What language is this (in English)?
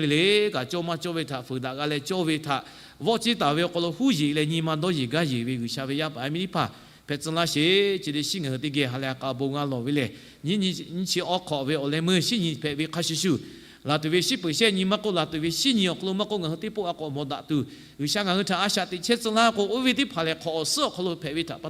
Lahu